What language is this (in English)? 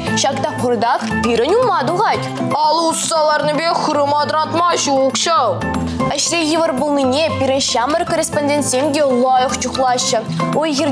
Chuvash